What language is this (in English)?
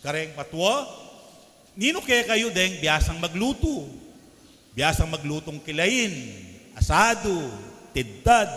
Pampanga